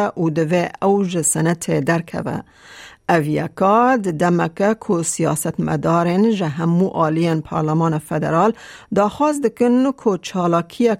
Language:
Kurdish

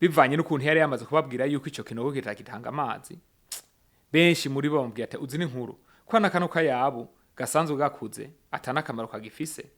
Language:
Rundi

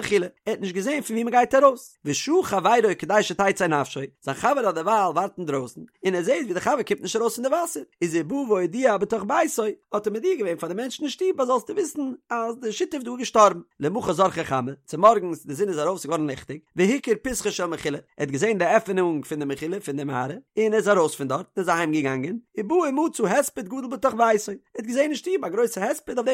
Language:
Yiddish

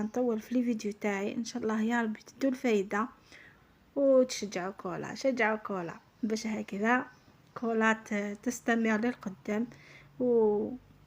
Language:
Algerian Arabic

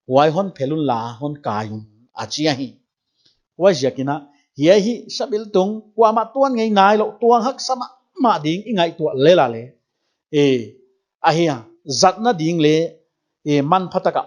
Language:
Paite Chin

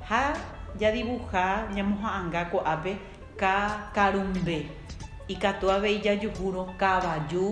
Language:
Guarani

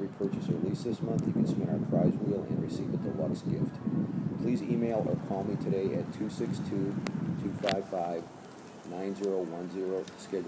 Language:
English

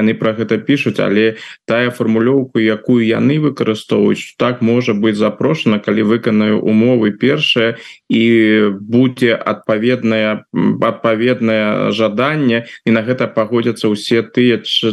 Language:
Belarusian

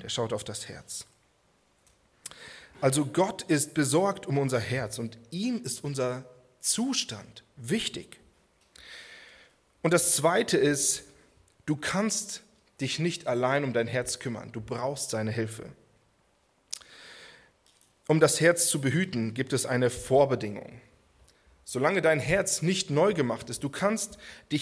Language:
German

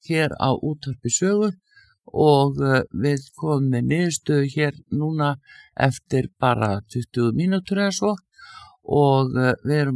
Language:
Icelandic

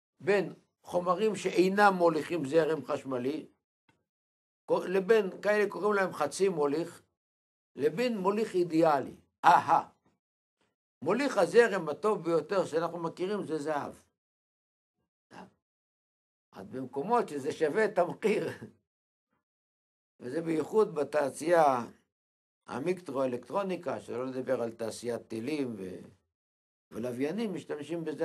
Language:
Hebrew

